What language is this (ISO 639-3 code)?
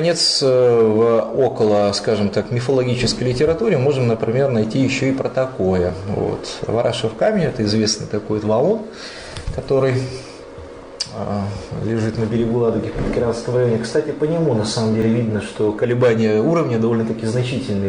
rus